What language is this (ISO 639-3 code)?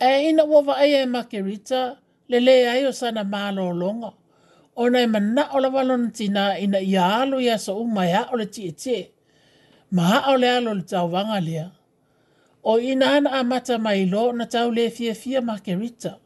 smo